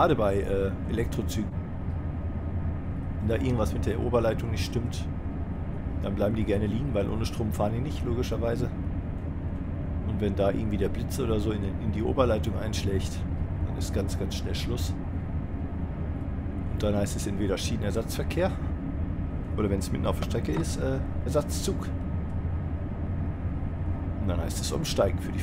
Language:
German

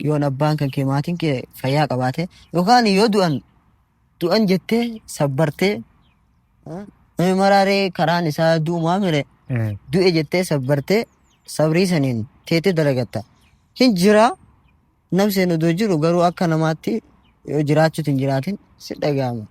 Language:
Oromo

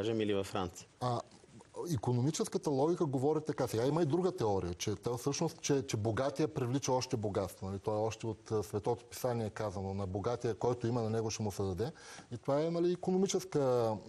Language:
Bulgarian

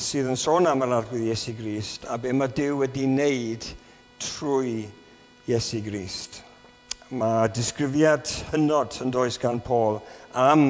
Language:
Welsh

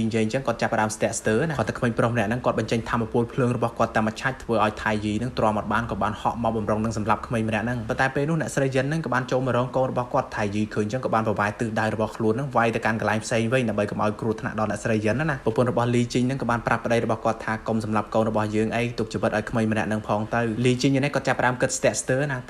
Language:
Khmer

